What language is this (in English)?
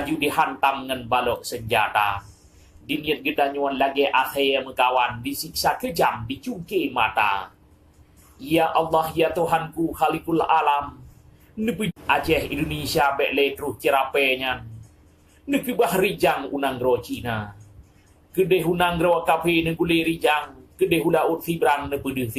Achinese